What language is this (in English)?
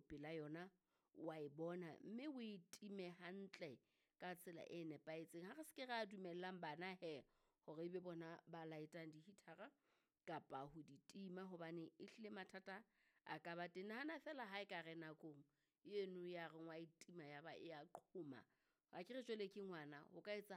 Southern Sotho